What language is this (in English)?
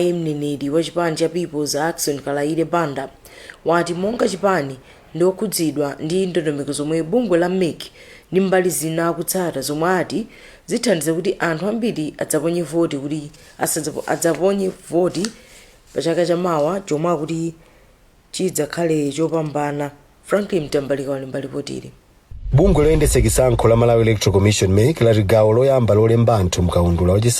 Nyanja